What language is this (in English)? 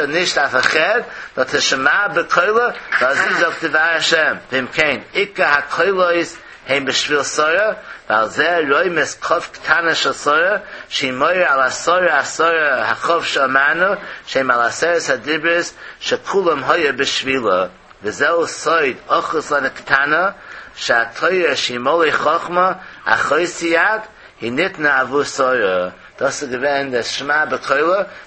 Yiddish